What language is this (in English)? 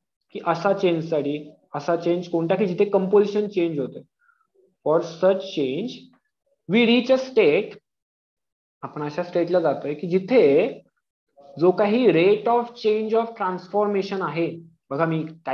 Marathi